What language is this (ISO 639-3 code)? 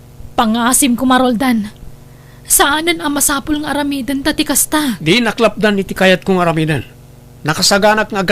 ilo